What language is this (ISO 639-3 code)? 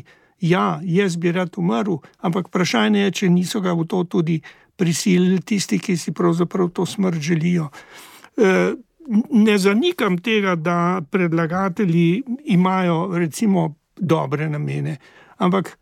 slv